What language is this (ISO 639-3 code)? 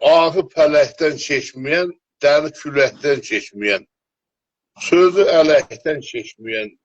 azb